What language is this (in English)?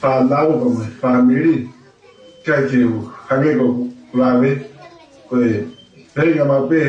Tongan